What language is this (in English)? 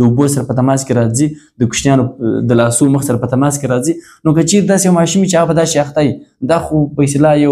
Pashto